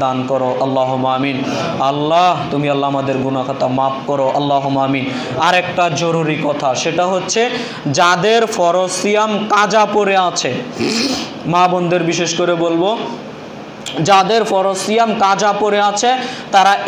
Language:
Bangla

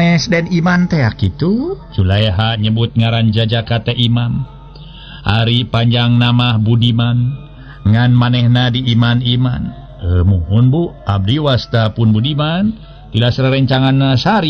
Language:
Sundanese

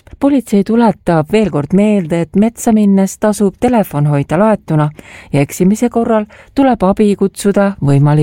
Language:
Estonian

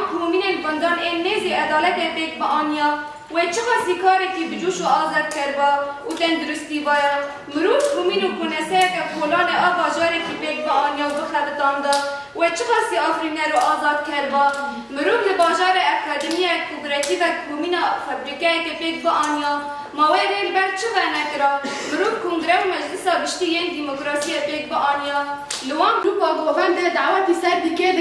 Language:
Kurdish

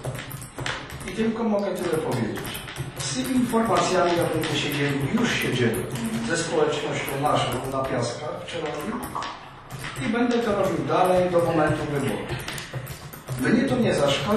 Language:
Polish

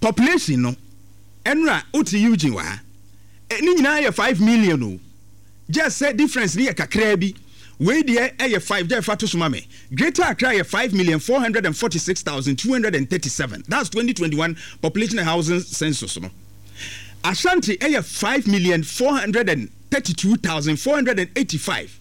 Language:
Akan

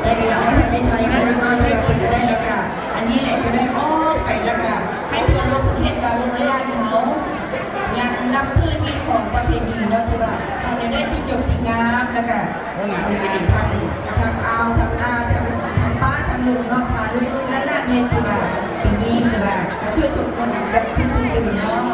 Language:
Lao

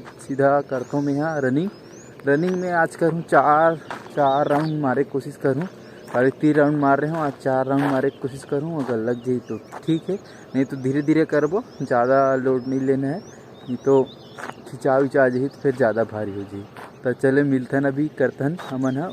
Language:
Chhattisgarhi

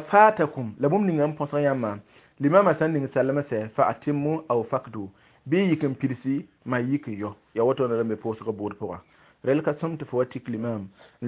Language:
Mossi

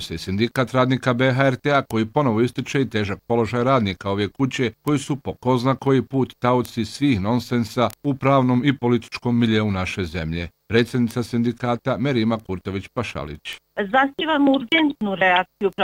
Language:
Bosnian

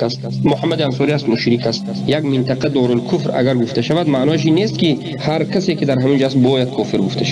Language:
Persian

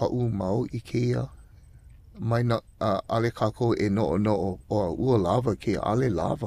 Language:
Hawaiian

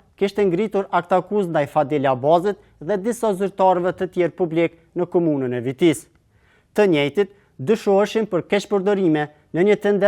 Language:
Albanian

